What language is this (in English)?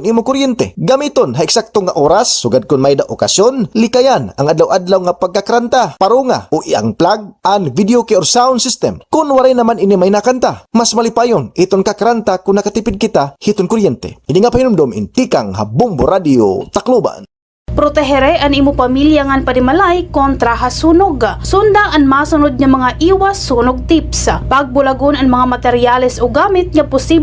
Waray